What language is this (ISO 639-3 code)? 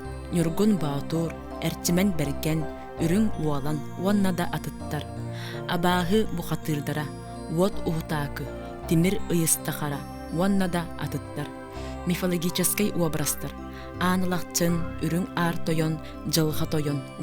sah